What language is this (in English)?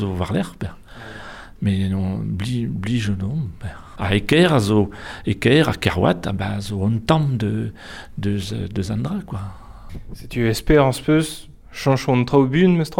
Breton